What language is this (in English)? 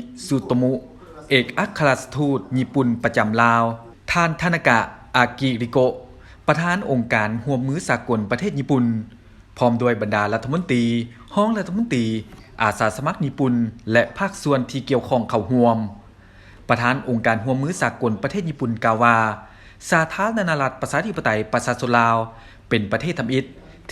Lao